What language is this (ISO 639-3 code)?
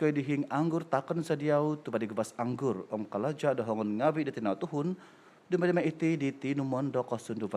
dtp